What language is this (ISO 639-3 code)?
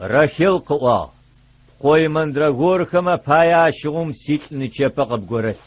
ady